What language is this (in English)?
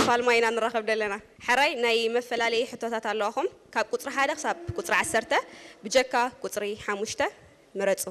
Tigrinya